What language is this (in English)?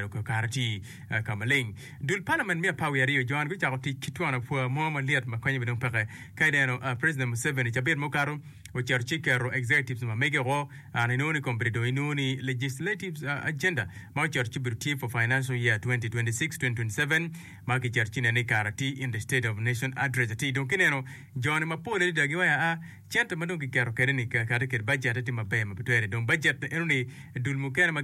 Acoli